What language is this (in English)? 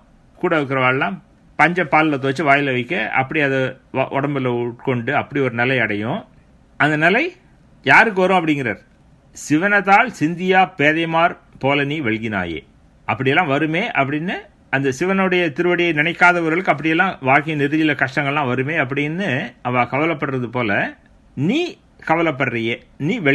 Tamil